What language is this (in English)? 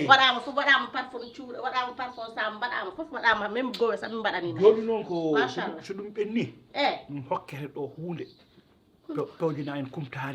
Fula